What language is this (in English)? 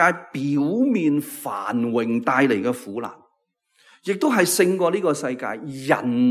Cantonese